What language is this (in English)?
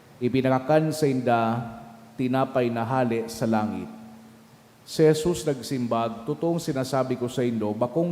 Bikol